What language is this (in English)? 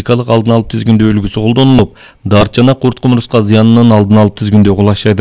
Kyrgyz